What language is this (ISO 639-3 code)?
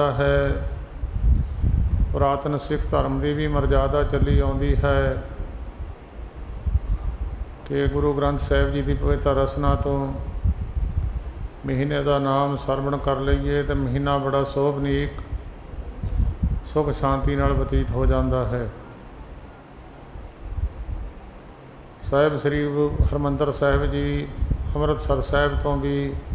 pan